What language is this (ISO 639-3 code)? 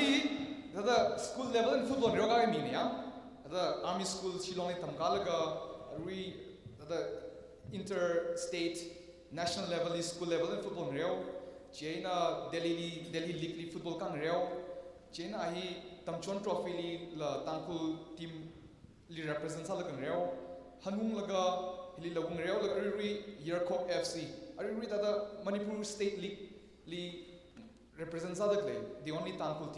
nmf